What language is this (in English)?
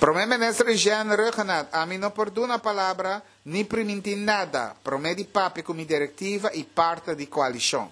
Papiamento